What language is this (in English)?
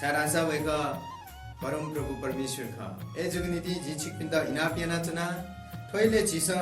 Newari